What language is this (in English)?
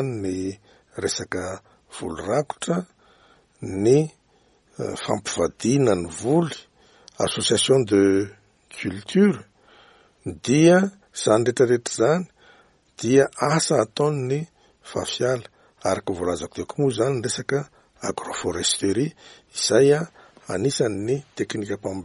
Malagasy